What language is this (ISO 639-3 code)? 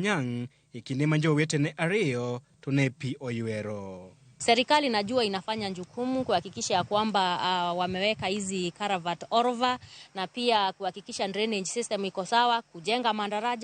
luo